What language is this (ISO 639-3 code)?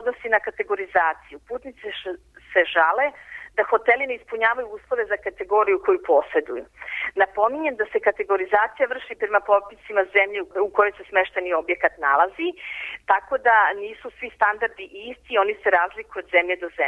srp